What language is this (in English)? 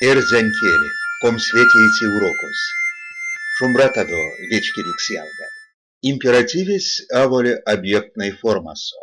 Erzya